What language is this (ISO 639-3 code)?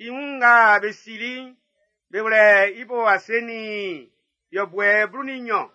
bci